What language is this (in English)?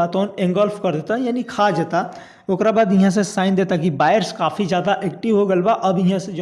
Bhojpuri